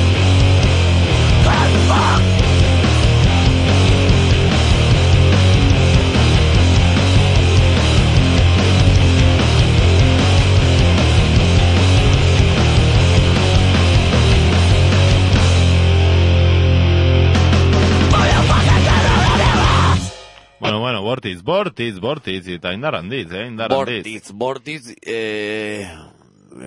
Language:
Basque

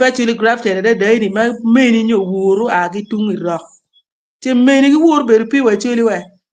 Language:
Acoli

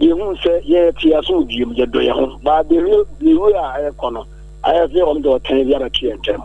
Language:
Akan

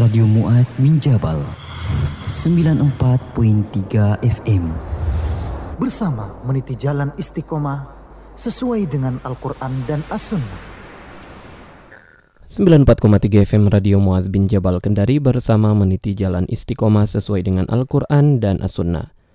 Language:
Indonesian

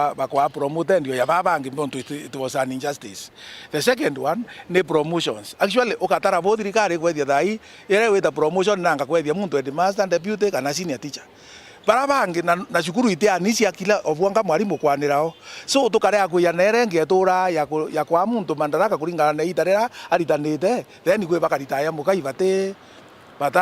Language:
Meru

